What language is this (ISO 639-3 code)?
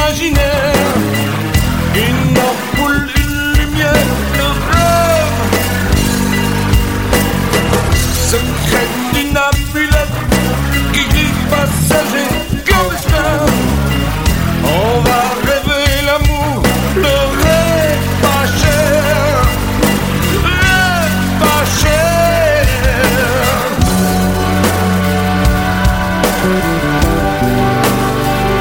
fra